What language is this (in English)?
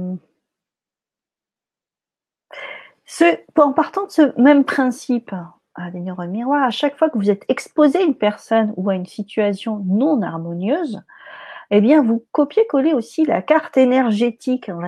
French